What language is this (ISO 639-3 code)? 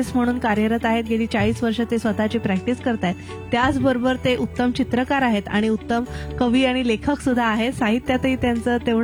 mar